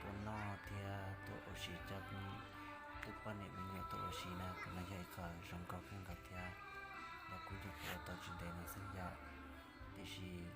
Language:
Hmong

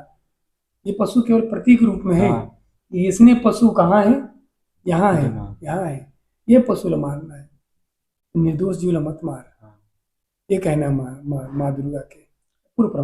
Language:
Chhattisgarhi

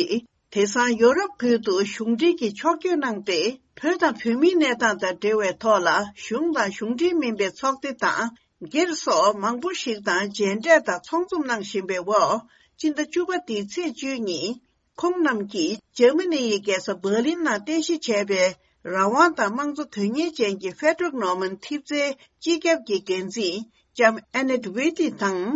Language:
Tibetan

